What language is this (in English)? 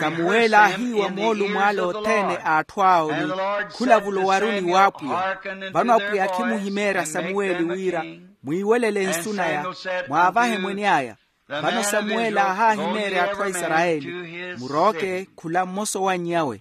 Makhuwa